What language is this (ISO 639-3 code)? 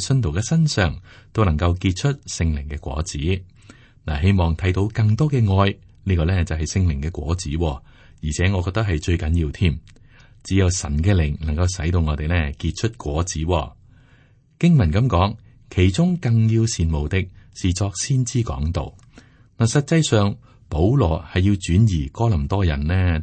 yue